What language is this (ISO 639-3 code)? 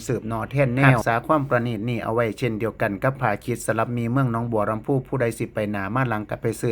tts